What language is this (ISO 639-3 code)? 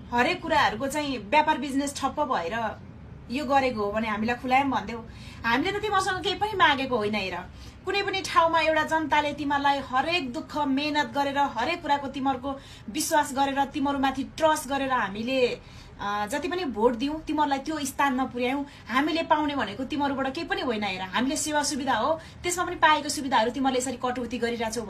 nep